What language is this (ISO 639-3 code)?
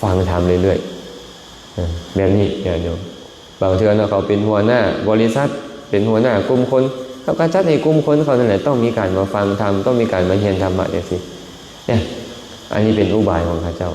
lao